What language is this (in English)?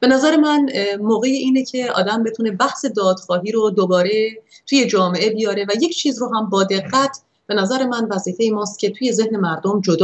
Persian